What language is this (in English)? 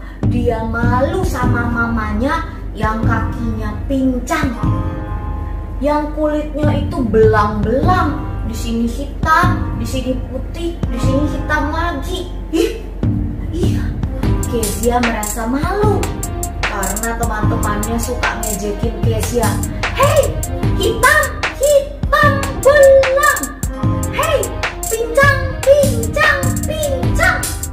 Indonesian